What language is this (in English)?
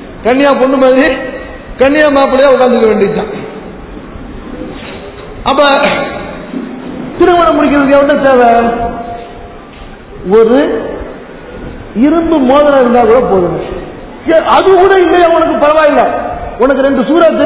Tamil